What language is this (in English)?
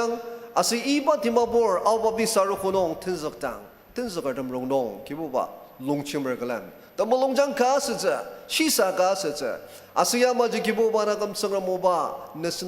Ao Naga